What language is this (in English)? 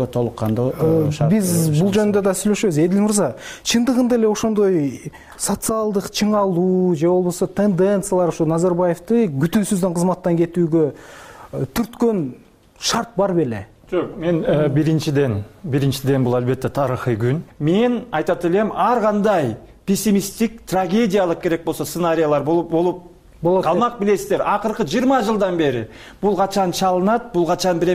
Kyrgyz